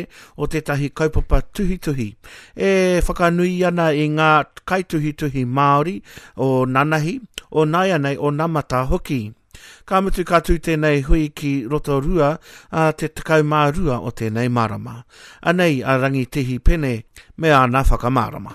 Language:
Māori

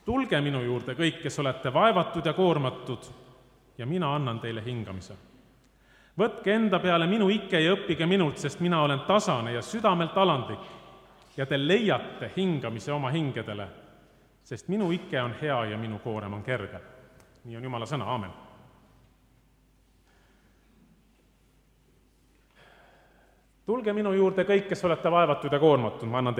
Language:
Estonian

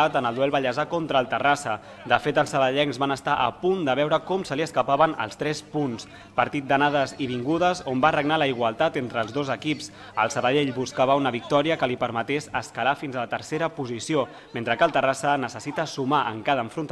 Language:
Catalan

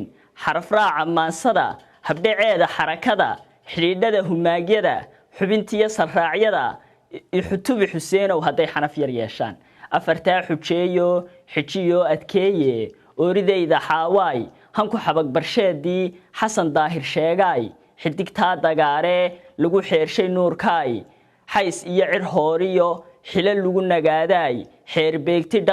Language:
Somali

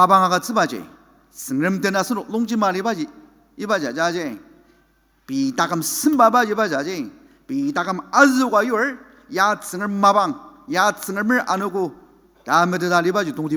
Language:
Ao Naga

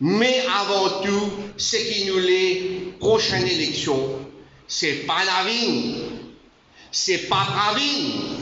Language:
Morisyen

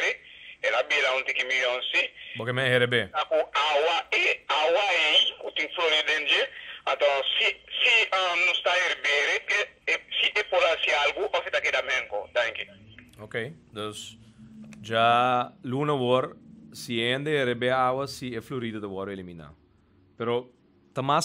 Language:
Papiamento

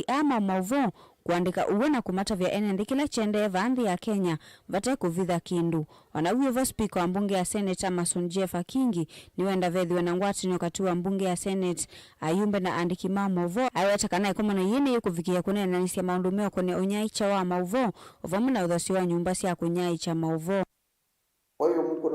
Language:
Kamba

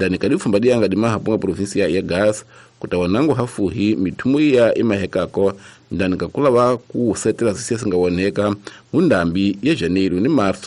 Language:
Tsonga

